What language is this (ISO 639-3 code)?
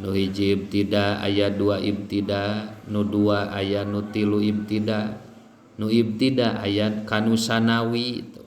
sun